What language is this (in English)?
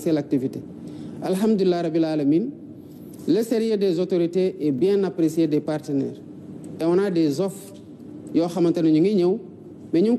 Wolof